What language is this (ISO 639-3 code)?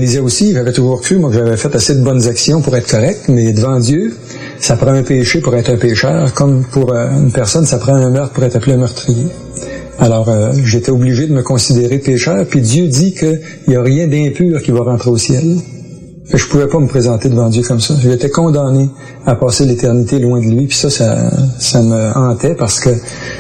fra